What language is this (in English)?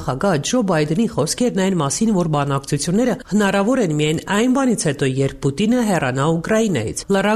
Armenian